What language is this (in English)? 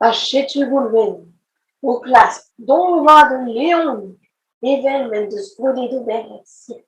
Breton